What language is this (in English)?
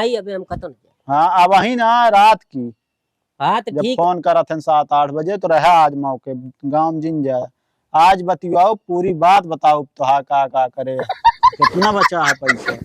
Awadhi